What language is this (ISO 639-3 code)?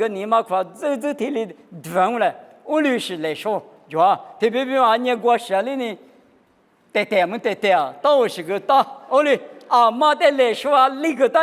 lis